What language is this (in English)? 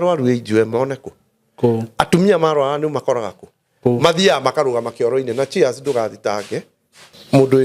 Kikuyu